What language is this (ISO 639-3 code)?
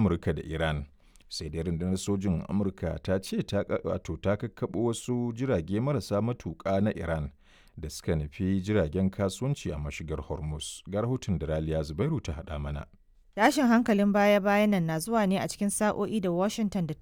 hau